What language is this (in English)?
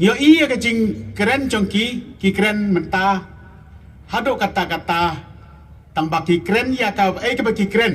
Khasi